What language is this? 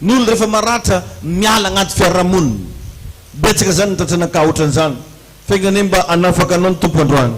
Malagasy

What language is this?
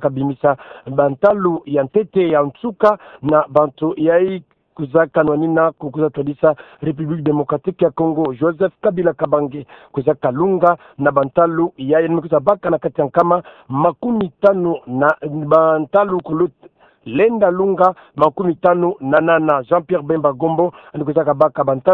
Kituba (Democratic Republic of Congo)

